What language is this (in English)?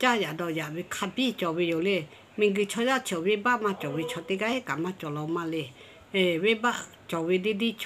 Lahu